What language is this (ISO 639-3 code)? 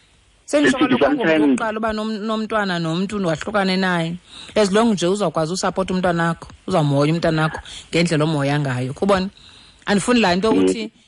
xho